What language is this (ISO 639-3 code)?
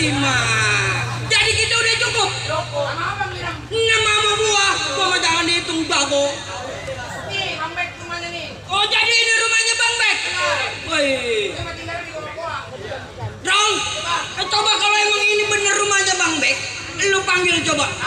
bew